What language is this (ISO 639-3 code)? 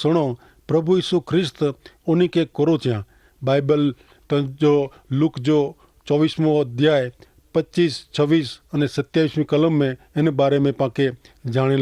kfr